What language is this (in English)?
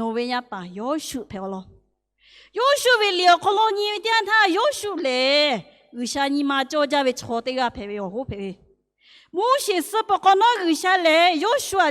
Lahu